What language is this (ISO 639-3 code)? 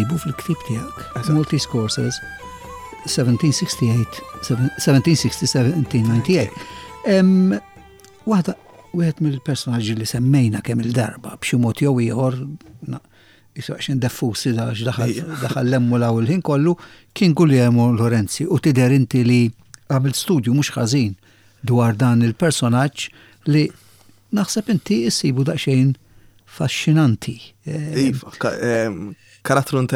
mlt